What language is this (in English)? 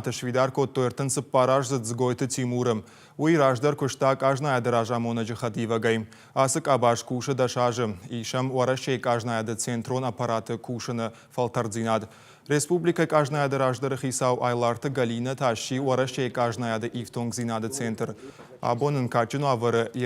Ossetic